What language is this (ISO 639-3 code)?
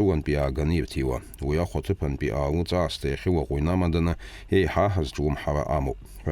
abk